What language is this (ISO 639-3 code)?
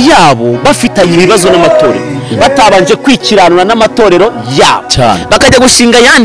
kin